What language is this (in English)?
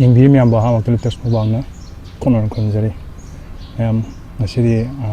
Manipuri